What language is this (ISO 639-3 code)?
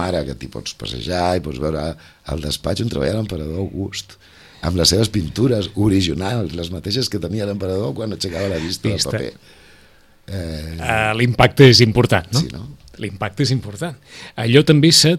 cat